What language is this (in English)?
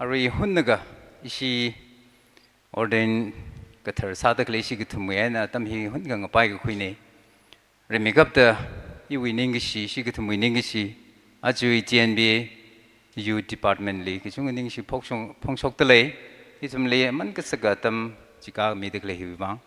Tangkhul Naga (India)